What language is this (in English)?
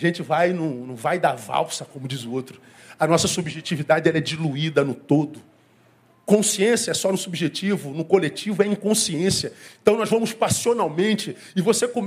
Portuguese